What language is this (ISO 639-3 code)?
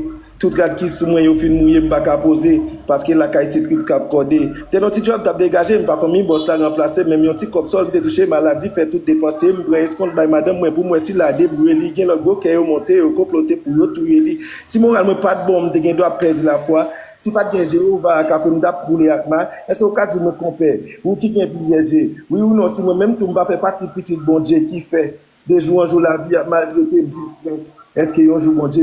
hat